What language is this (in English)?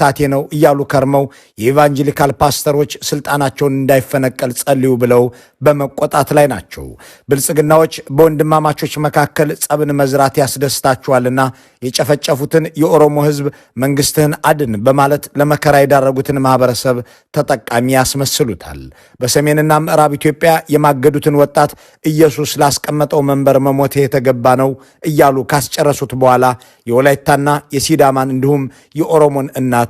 Amharic